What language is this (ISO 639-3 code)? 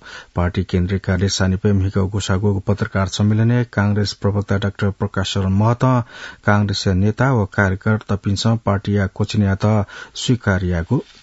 new